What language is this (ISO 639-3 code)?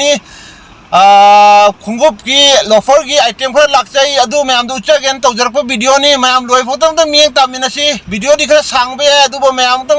mni